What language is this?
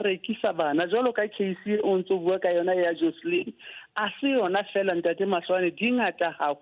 Southern Sotho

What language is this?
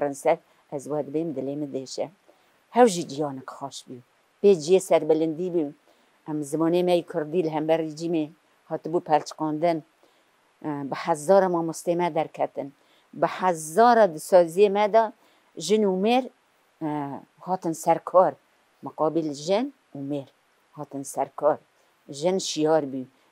Kurdish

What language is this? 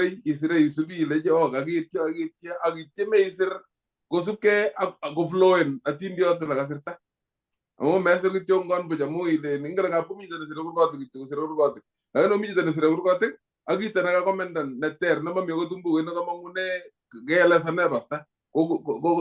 Kalenjin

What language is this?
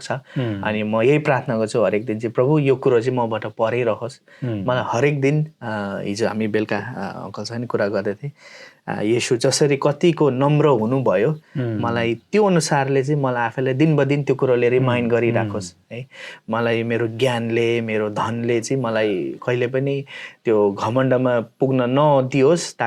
Nepali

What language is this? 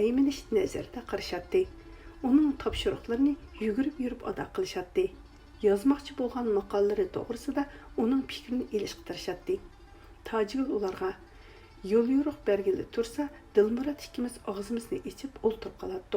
Uyghur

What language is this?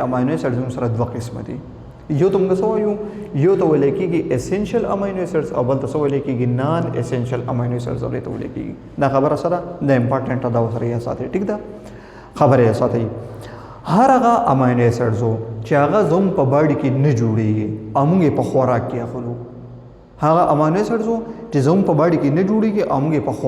Pashto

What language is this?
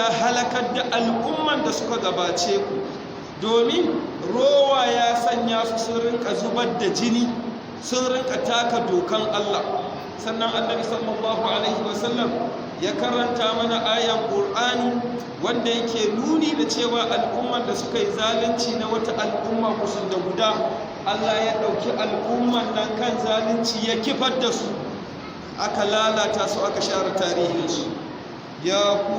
Hausa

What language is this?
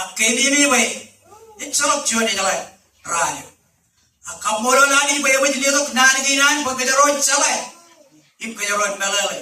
Marshallese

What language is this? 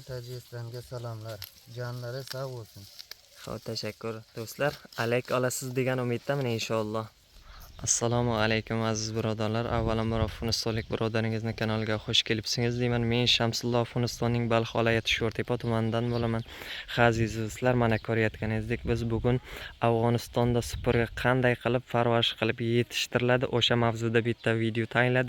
Uzbek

